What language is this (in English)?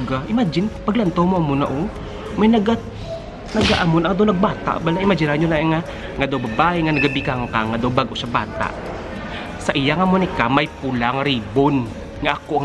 Hiligaynon